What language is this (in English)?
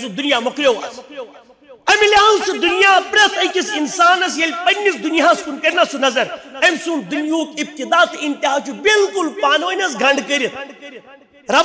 Kashmiri